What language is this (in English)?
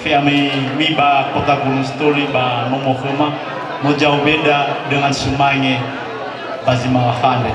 Nias